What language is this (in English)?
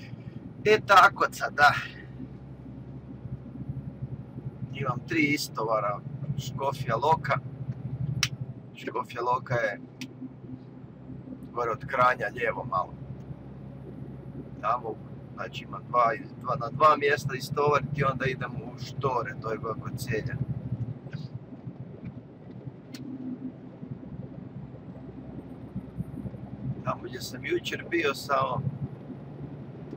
Croatian